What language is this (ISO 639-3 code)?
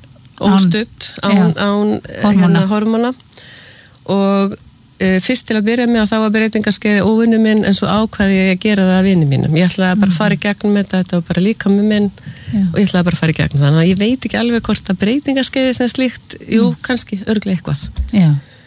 isl